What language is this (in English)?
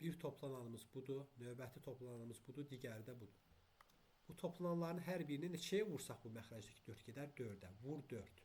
Azerbaijani